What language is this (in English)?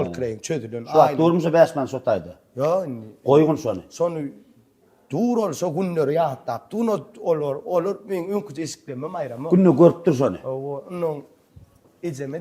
Turkmen